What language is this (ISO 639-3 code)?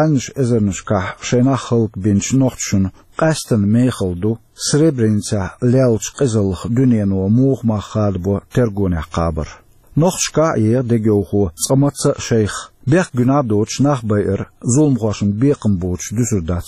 che